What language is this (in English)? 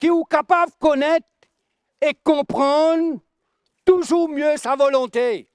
Morisyen